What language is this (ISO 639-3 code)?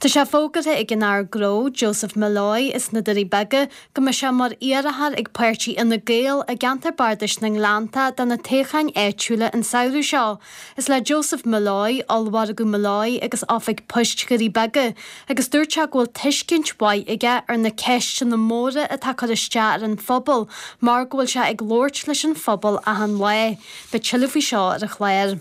gle